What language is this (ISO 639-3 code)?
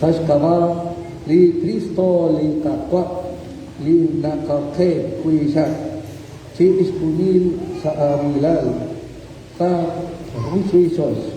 kek